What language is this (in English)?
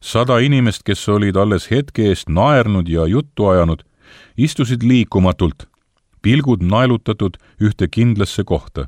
Estonian